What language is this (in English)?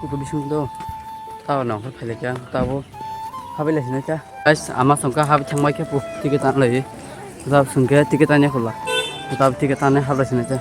Kok Borok